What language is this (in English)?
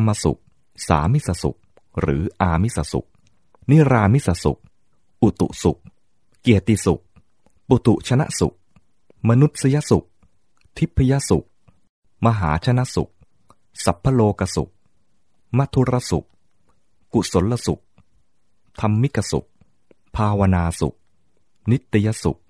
Thai